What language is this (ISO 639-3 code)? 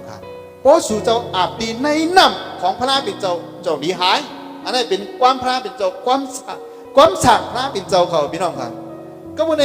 shn